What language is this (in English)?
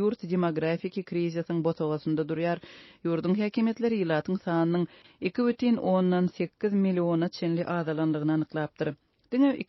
Turkmen